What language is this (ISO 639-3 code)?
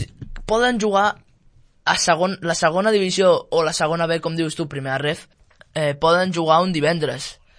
cat